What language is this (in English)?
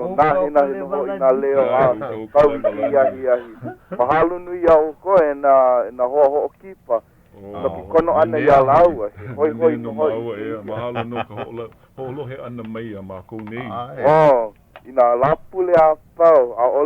Hawaiian